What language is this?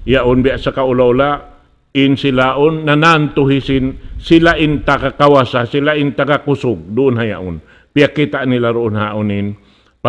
Tausug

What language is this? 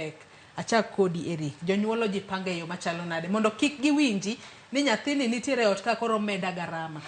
Luo (Kenya and Tanzania)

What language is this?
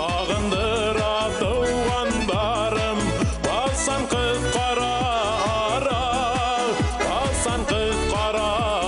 Bashkir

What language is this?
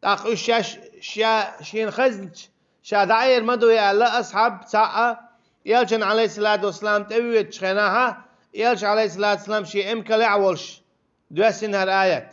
Chechen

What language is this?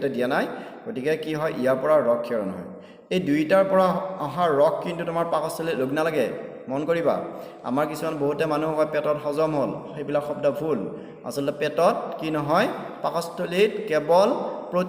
Assamese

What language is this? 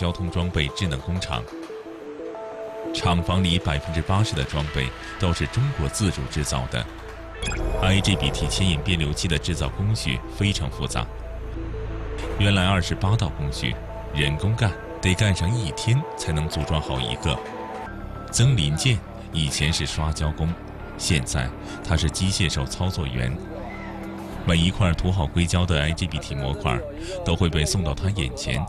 Chinese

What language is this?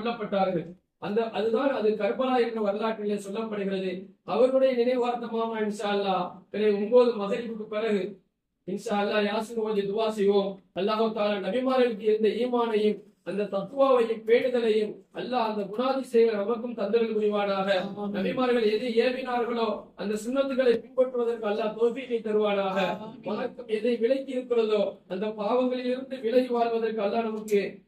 Tamil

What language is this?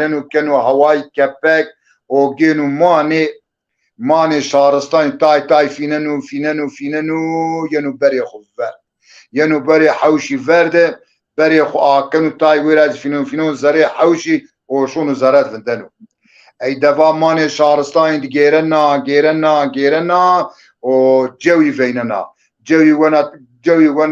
Zaza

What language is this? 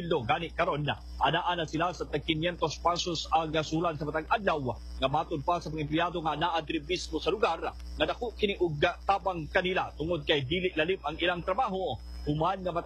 Cebuano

